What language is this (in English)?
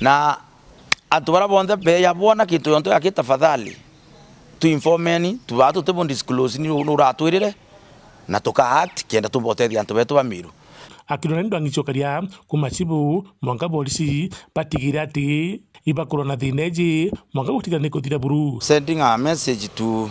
Meru